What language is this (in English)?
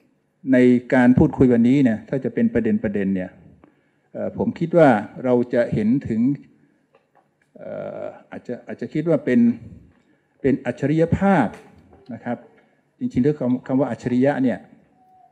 Thai